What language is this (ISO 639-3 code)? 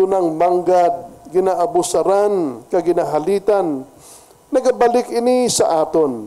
hil